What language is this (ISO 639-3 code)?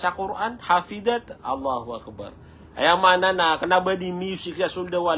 mrw